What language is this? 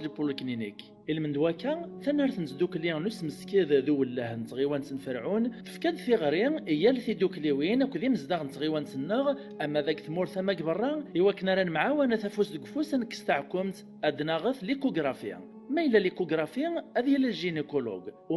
Kabyle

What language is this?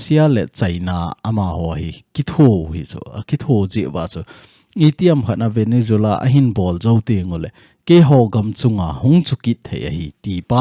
Thado Chin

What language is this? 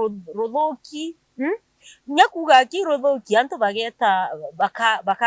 Meru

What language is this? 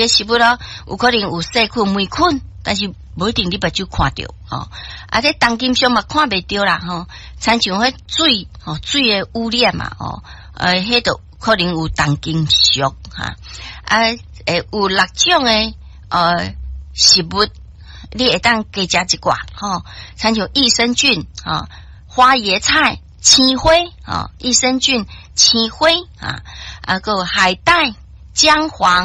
Min Nan Chinese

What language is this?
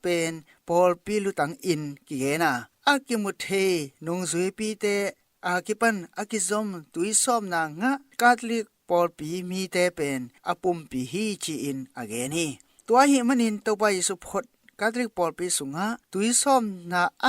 Tedim Chin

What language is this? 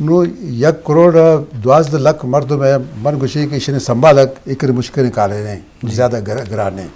Eastern Balochi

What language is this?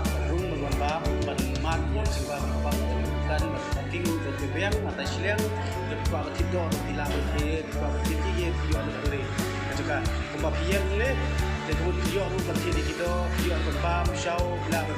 Khasi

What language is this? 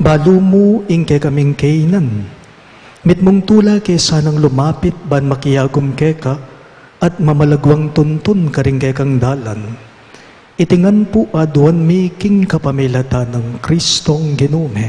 Pampanga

